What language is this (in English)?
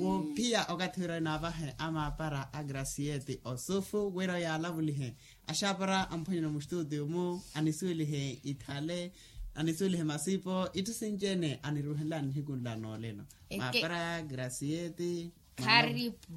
Makhuwa